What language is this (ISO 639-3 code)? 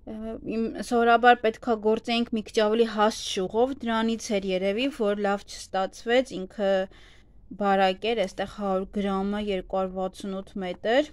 hye